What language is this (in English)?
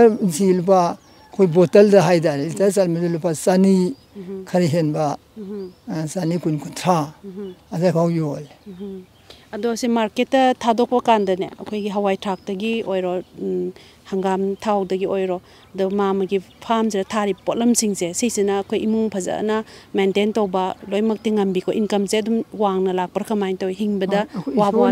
Manipuri